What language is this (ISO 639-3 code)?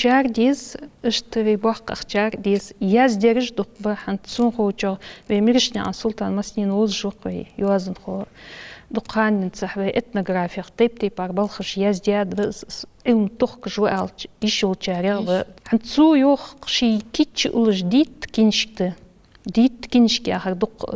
inh